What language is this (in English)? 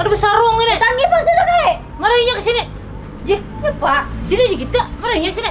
Banjar